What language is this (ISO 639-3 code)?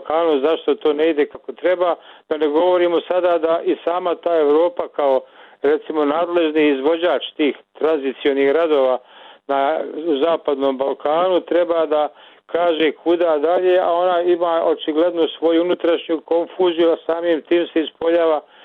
bos